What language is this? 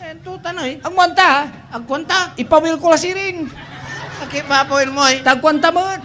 Pangasinan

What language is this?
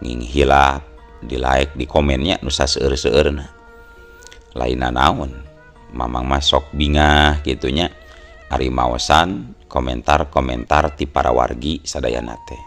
Sundanese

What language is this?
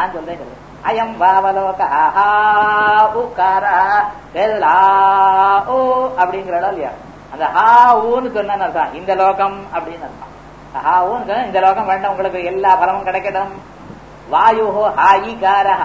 Tamil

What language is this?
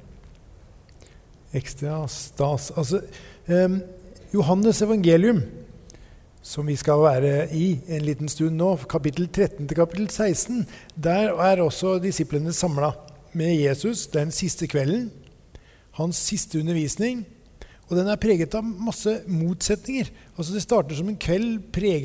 Norwegian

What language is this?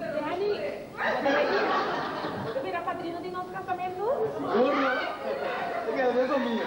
Papiamento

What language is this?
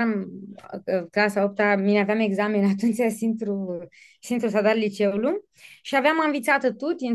Aromanian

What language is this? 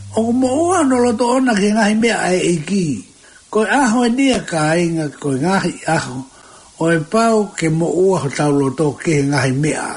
Tongan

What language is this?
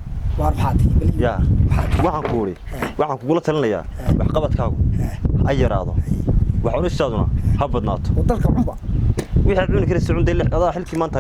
Somali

